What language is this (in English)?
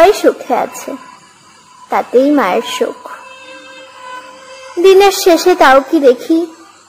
Bangla